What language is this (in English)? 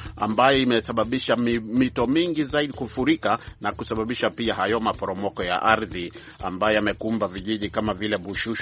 Swahili